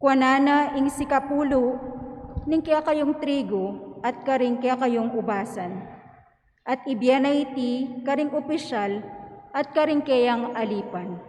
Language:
Pampanga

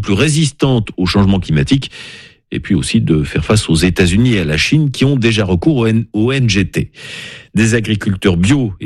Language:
French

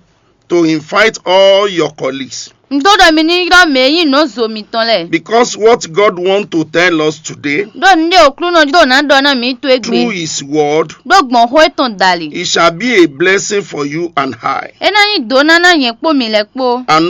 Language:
Fon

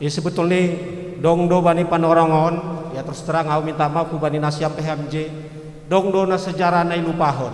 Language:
Batak Simalungun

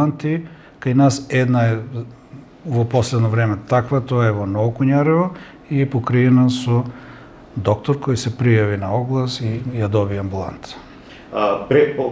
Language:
Macedonian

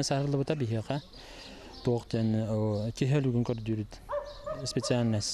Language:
Yakut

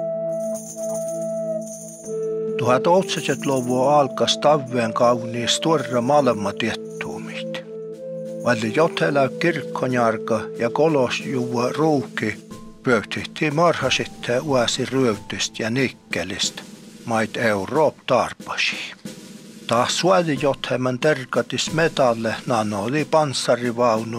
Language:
Finnish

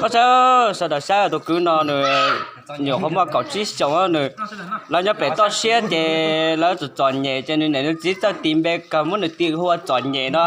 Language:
Hmong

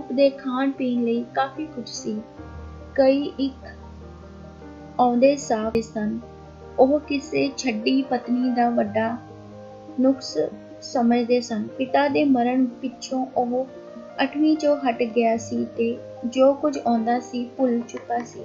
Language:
Punjabi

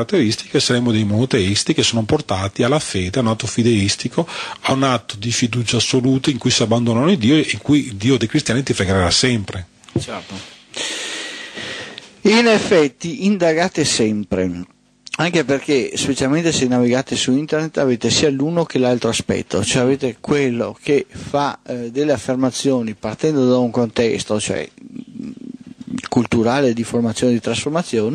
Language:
Italian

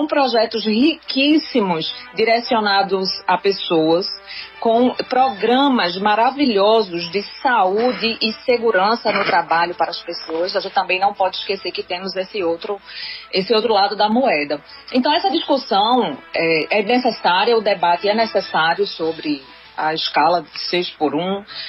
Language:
Portuguese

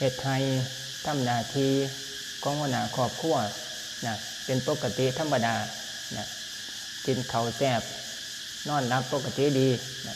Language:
Lao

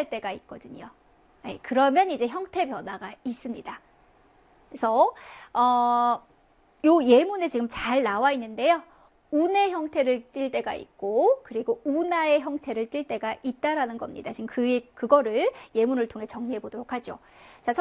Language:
Korean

